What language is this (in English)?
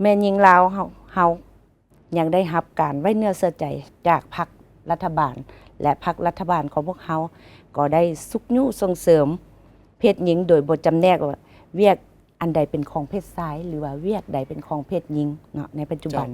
Lao